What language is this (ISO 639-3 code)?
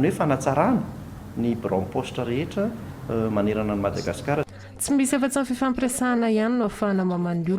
mlg